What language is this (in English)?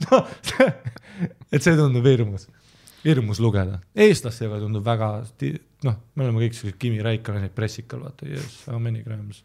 Estonian